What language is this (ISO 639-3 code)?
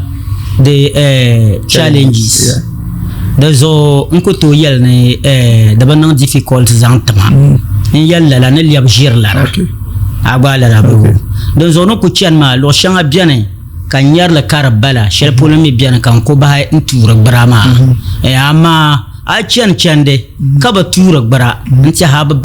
dag